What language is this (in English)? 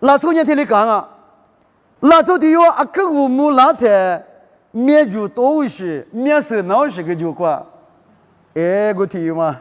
Lisu